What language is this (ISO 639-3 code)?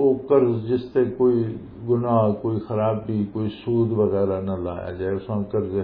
lah